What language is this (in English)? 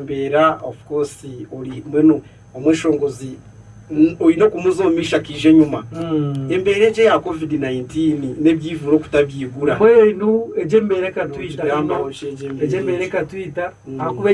Nyankole